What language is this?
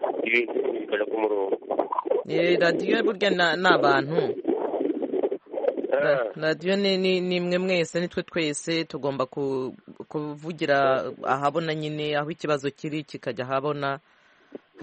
Kinyarwanda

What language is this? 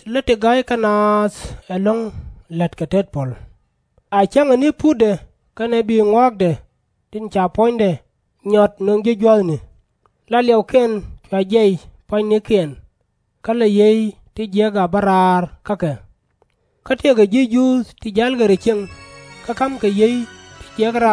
Nuer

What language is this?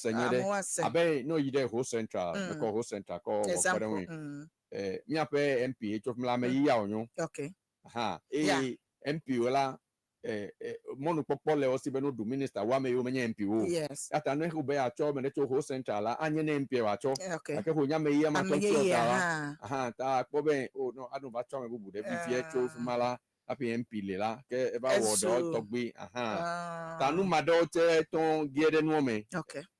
Ewe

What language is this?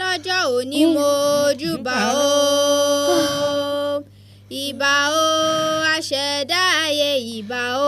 Yoruba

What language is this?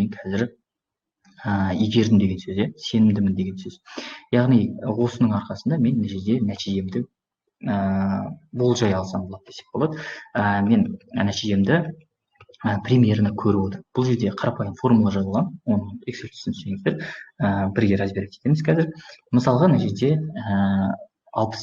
Kazakh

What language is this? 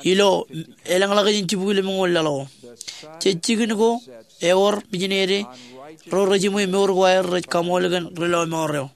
Marshallese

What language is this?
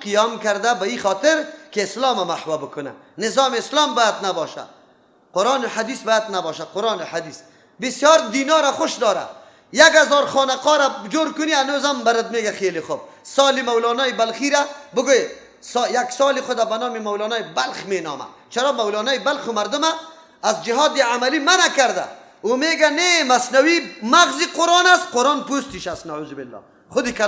Persian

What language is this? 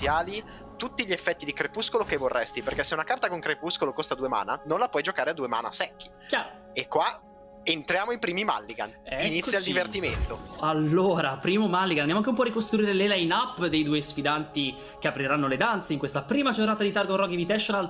Italian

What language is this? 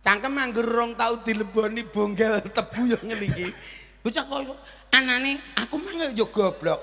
Javanese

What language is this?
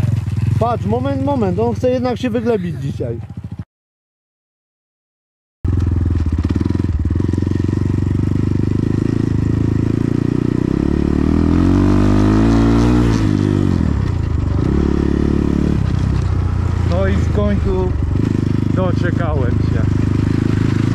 Polish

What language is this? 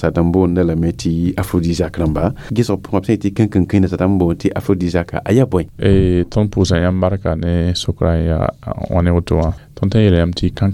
Mossi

